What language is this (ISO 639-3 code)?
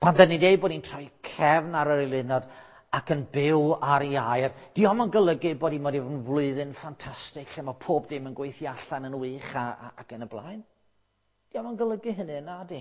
cym